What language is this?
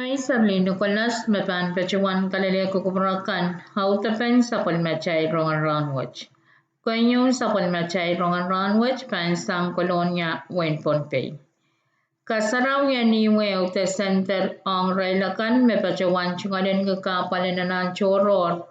Pohnpeian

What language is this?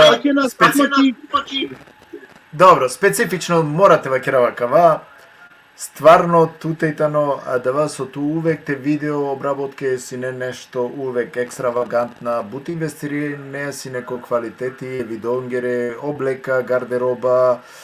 Balkan Romani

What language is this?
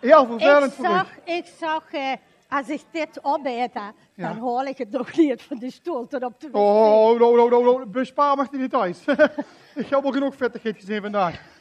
Limburgish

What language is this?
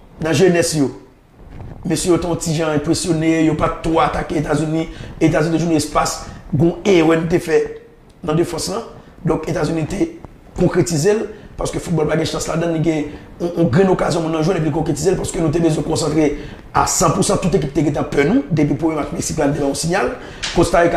Haitian Creole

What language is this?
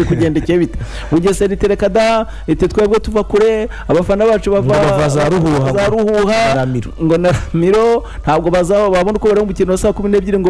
Kinyarwanda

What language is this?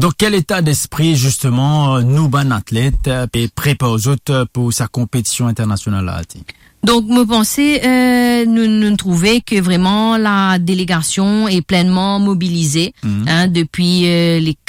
Morisyen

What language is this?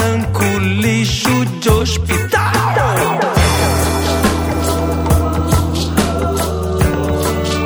Portuguese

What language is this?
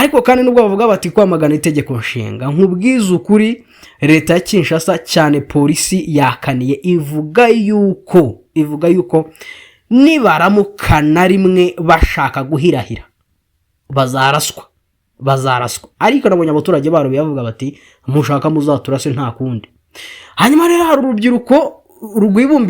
Kinyarwanda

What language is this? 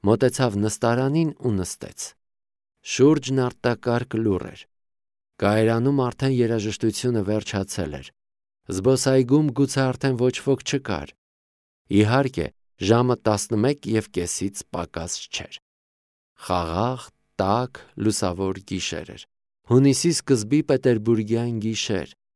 Armenian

